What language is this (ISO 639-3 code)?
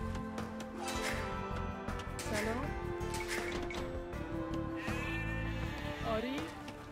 fas